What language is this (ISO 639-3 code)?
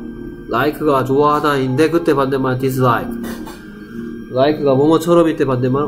kor